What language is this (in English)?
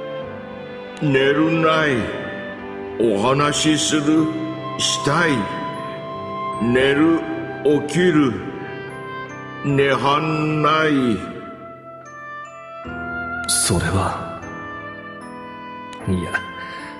Japanese